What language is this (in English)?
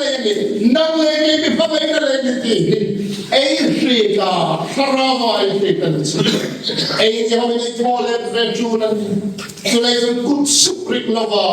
Hmar